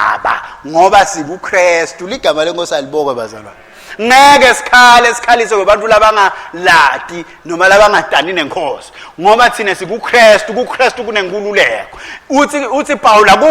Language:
Swati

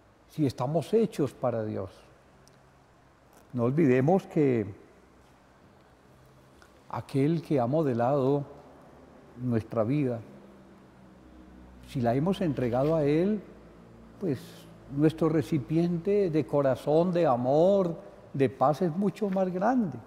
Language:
Spanish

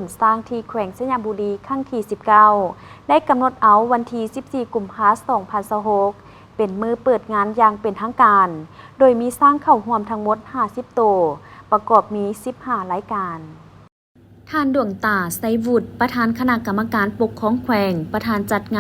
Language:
Lao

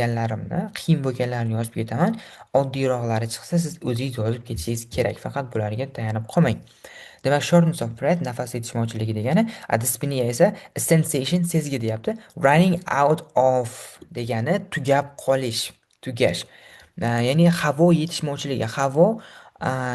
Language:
Uzbek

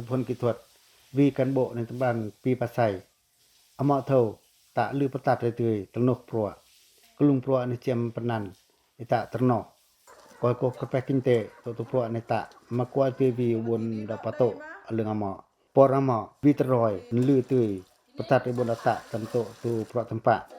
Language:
Pacoh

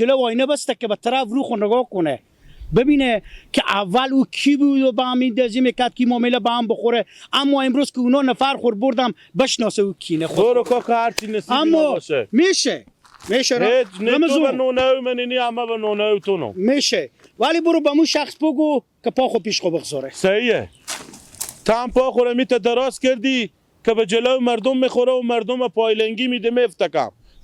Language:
Persian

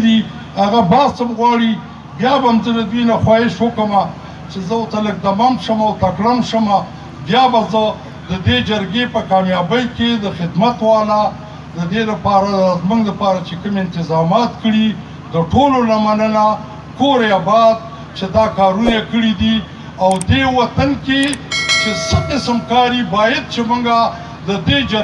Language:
Pashto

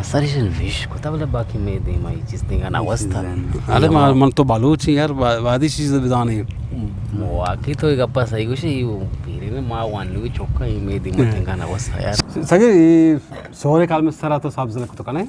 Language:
Eastern Balochi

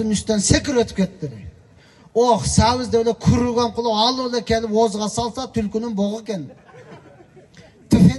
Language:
Kyrgyz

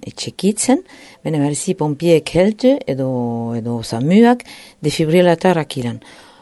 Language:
Basque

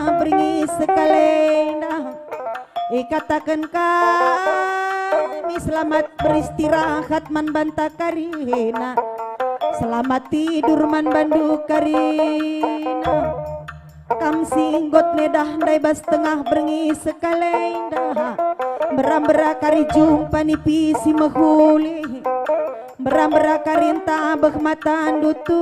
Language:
Batak Karo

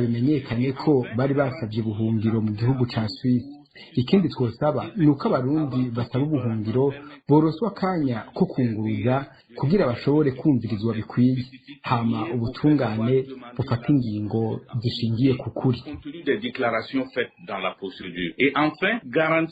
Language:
Rundi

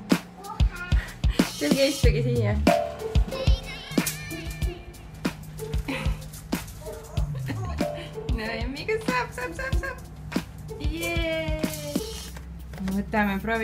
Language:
Estonian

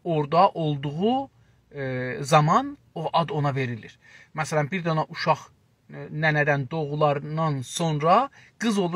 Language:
South Azerbaijani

